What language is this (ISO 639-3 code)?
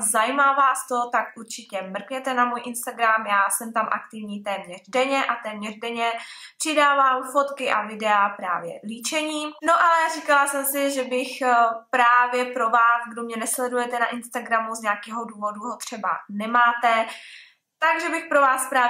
ces